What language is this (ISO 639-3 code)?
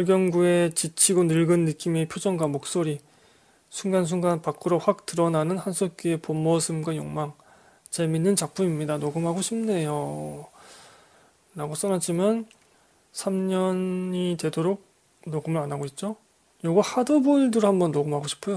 kor